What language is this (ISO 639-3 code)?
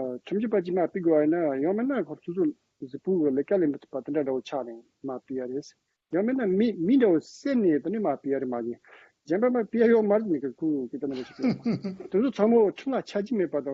bod